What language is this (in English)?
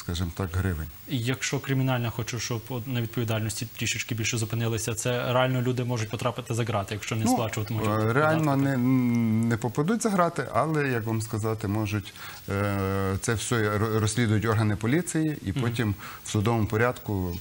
Ukrainian